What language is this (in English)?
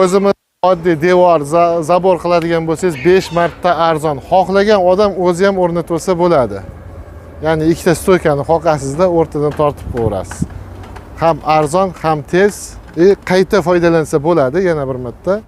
Uzbek